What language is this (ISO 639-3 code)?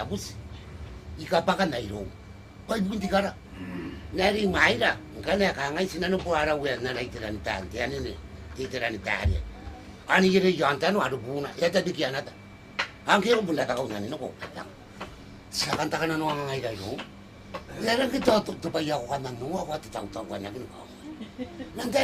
gil